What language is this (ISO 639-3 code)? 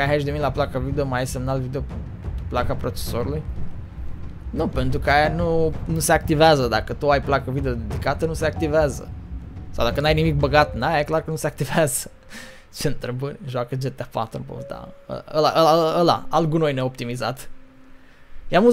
ron